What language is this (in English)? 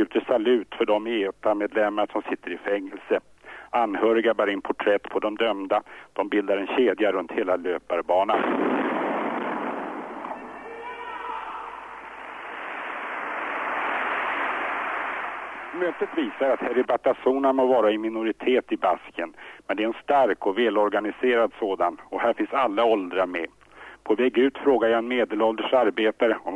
Swedish